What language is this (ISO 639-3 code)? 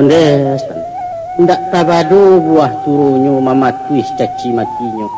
min